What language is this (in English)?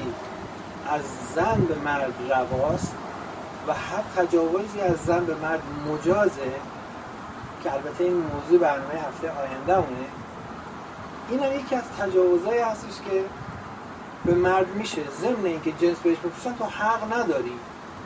Persian